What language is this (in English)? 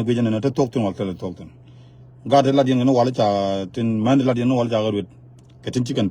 Nuer